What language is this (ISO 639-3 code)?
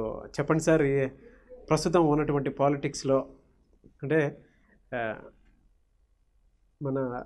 tel